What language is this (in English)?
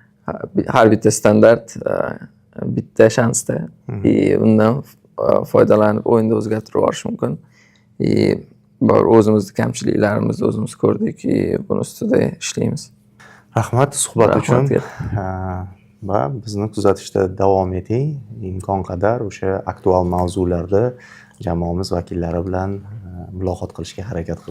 Uzbek